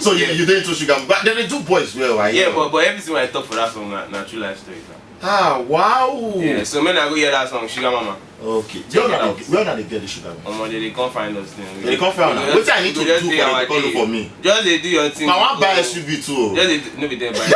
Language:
Nigerian Pidgin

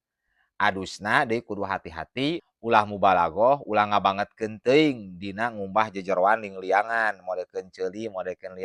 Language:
Sundanese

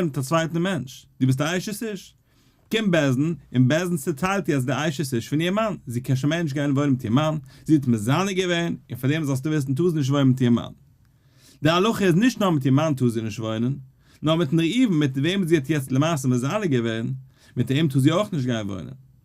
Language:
Yiddish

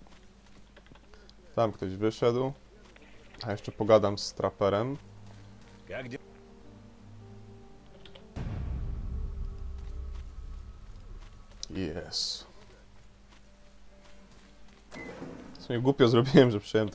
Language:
Polish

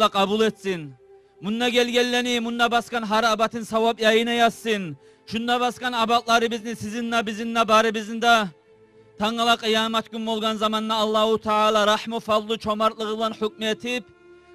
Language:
Kumyk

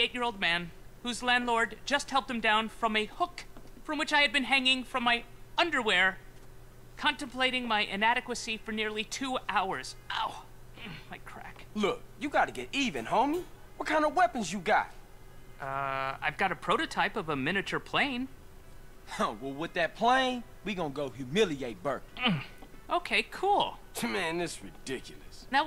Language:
Bavarian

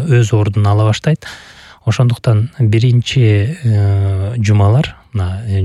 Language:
Kyrgyz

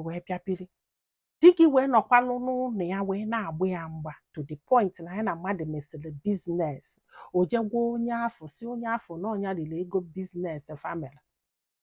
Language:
Igbo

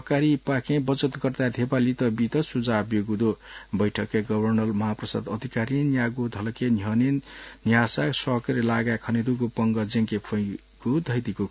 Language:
Newari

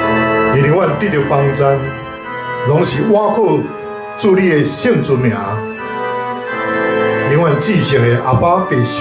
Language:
Min Nan Chinese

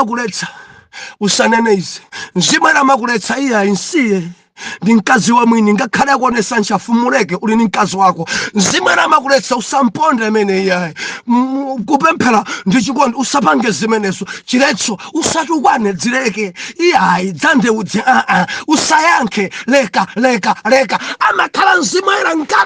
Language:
Nyanja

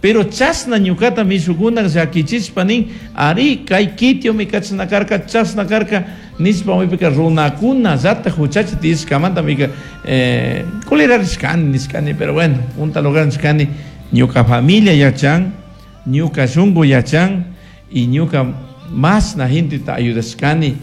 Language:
Chimborazo Highland Quichua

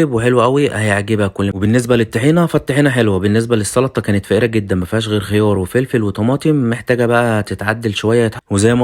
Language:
Egyptian Arabic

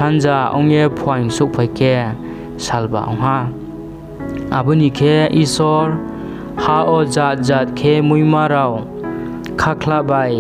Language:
Riang (India)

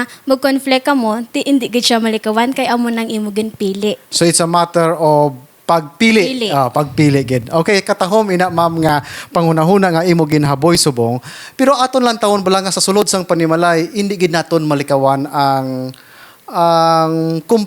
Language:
Hiligaynon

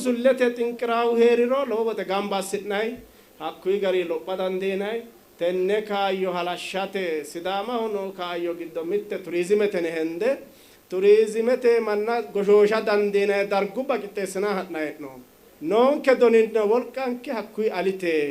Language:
Sidamo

